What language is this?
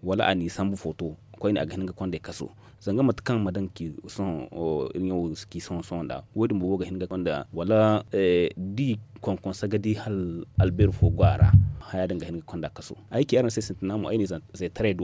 Zarma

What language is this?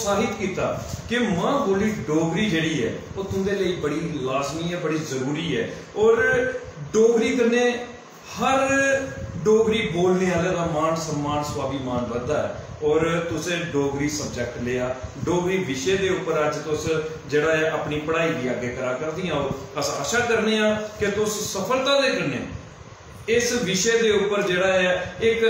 Dogri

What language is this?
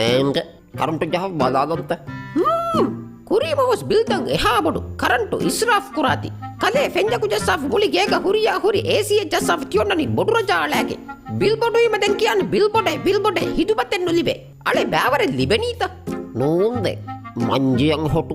Divehi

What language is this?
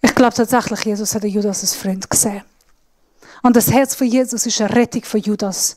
Swiss German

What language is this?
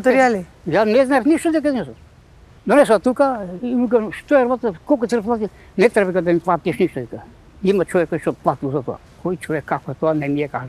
Macedonian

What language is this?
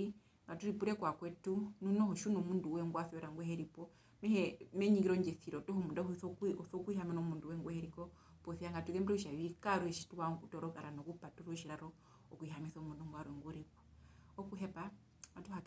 Herero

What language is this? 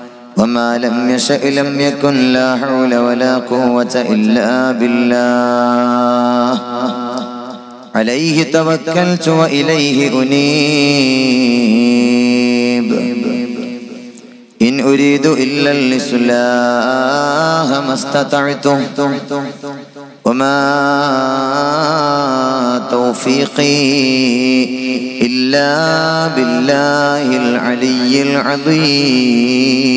Malayalam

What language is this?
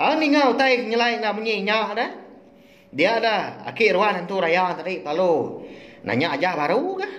Iban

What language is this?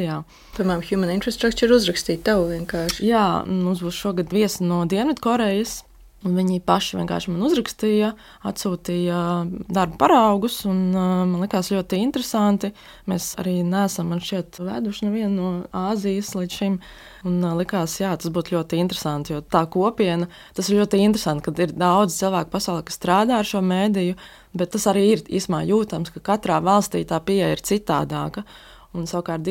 Latvian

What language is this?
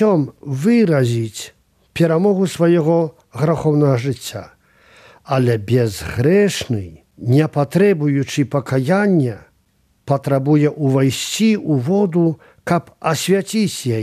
Belarusian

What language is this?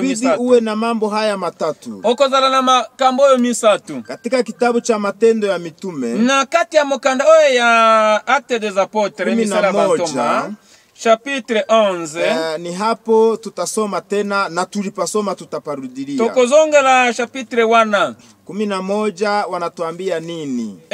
Swahili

